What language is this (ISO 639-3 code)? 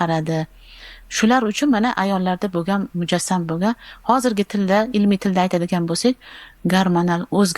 uzb